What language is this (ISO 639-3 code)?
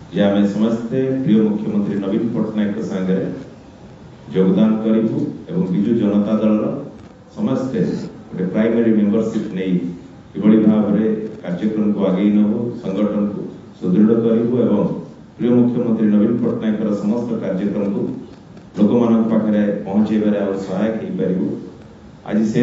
ori